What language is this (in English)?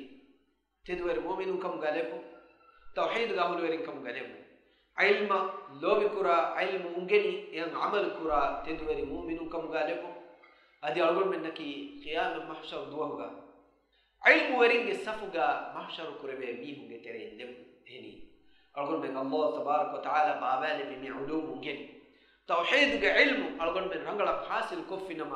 Divehi